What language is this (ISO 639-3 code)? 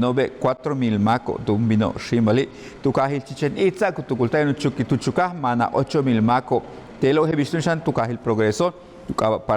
yua